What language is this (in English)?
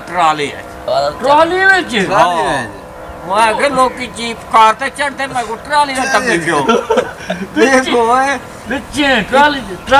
Saraiki